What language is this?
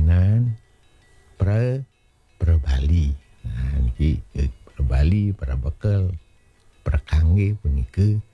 Balinese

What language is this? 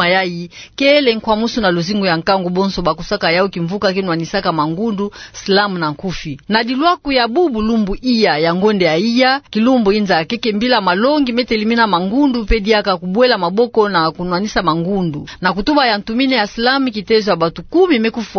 Kituba (Democratic Republic of Congo)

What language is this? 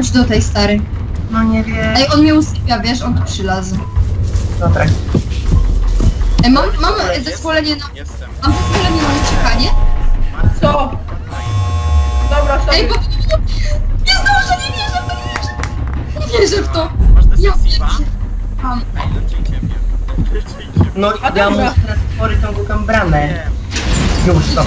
Polish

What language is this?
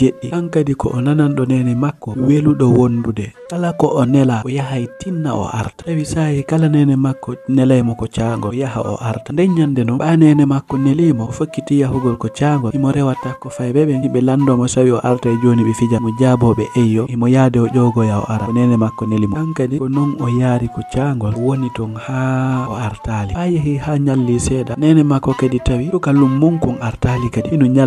Fula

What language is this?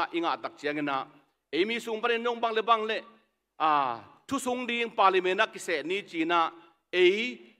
Tedim Chin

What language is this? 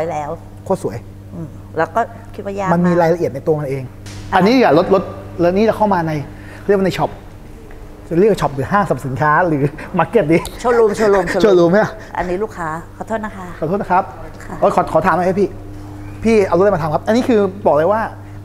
Thai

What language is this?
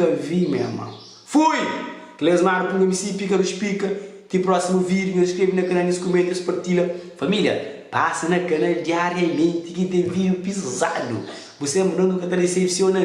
Kabuverdianu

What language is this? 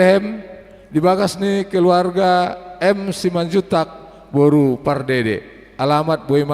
Batak Toba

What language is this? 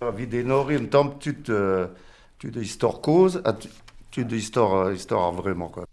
Breton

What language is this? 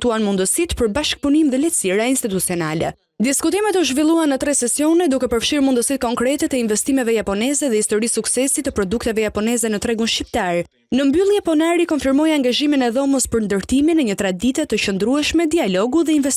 Albanian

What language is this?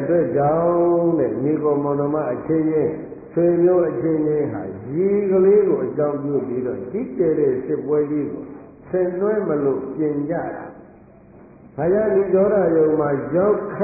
Burmese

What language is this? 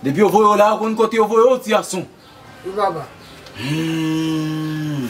Haitian Creole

